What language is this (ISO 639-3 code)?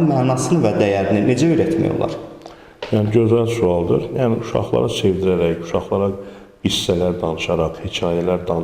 aze